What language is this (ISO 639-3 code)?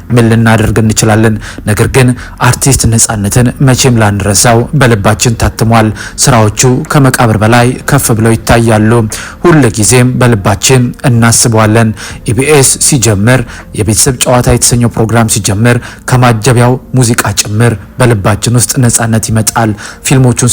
amh